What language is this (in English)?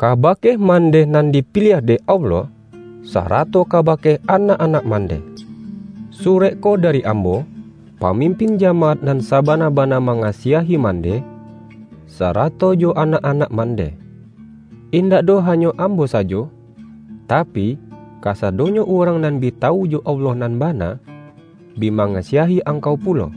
Minangkabau